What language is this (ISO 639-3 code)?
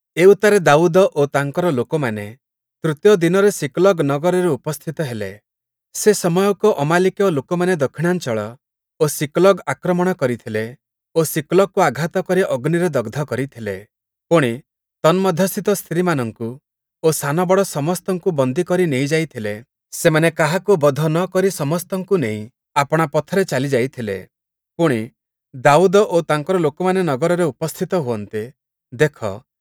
ori